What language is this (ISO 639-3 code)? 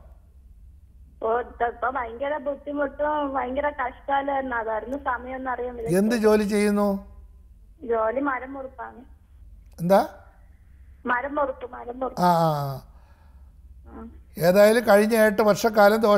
mal